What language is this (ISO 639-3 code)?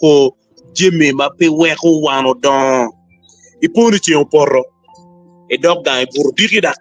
ach